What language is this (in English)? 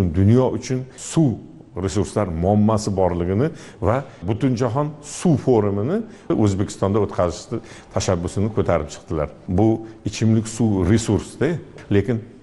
Uzbek